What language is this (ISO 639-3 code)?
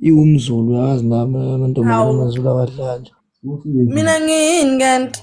zul